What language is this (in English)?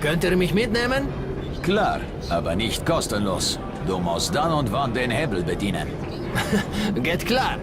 Swiss German